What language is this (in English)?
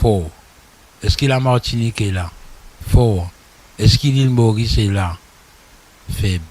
Morisyen